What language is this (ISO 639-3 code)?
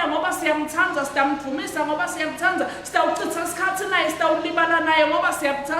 ssw